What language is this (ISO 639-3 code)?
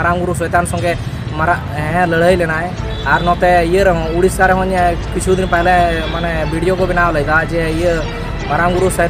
sat